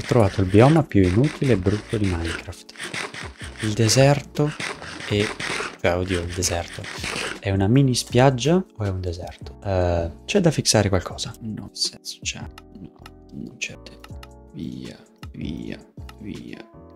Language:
Italian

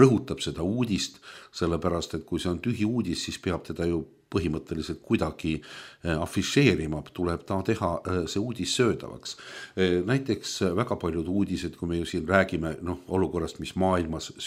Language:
Estonian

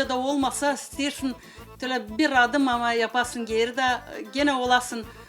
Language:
Gagauz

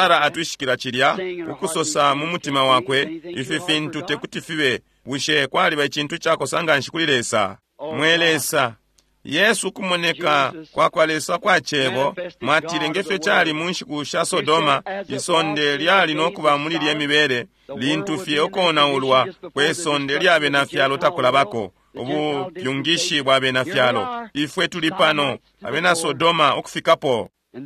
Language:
Bemba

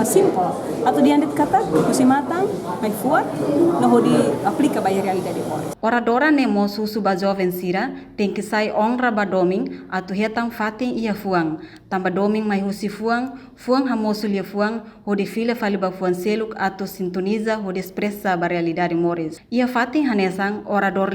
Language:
Tetum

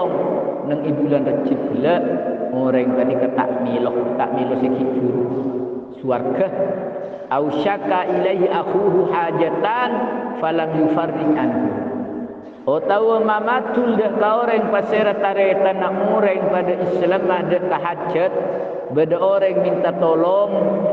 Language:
Madurese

